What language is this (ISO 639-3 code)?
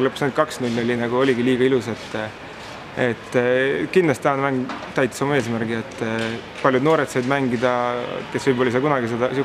est